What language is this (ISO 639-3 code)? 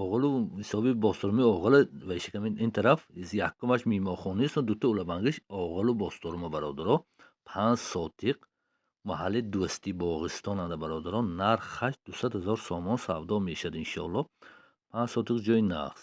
tgk